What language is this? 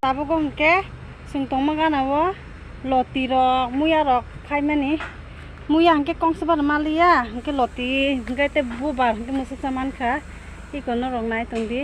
Kok Borok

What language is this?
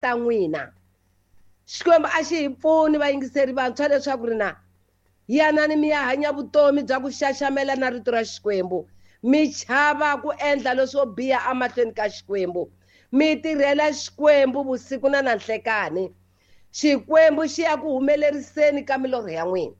Tsonga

